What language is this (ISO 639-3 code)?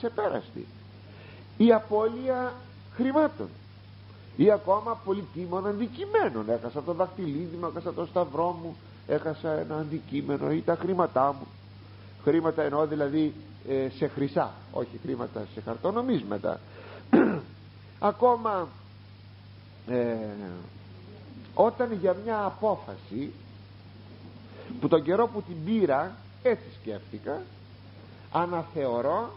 ell